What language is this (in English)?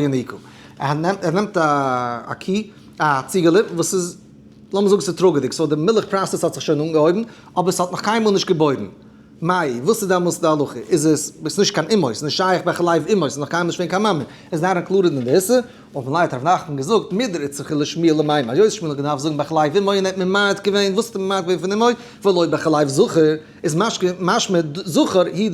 Yiddish